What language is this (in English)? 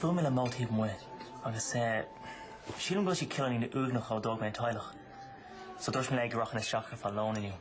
Irish